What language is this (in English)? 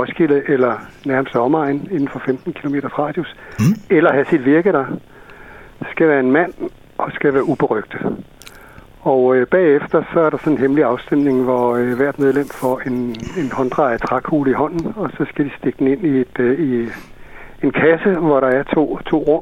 Danish